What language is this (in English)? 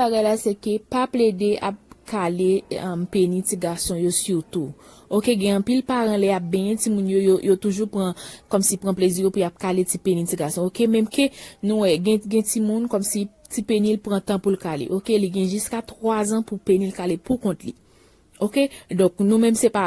Haitian Creole